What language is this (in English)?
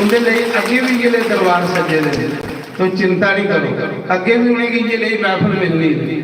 Dogri